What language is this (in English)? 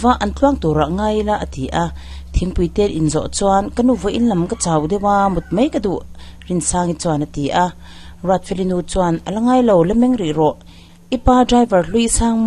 Mizo